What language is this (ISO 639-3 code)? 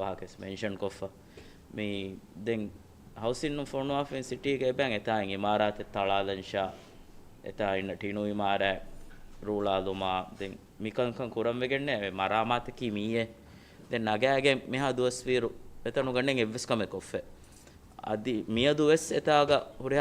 div